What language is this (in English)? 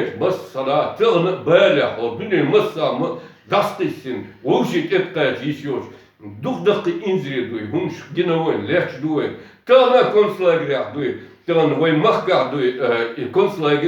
Chechen